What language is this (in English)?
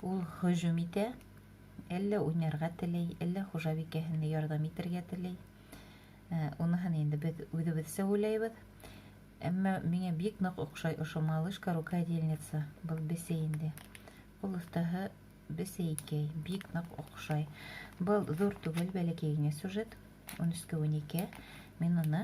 Bashkir